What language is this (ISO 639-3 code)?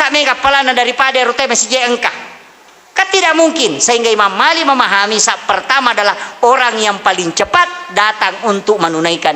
bug